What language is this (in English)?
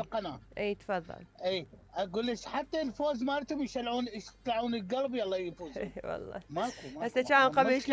Mesopotamian Arabic